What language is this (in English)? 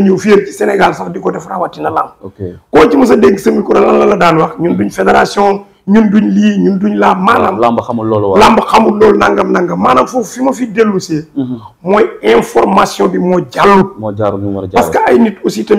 Wolof